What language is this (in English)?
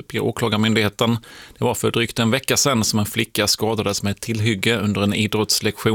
Swedish